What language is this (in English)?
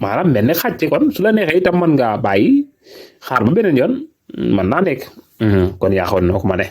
Wolof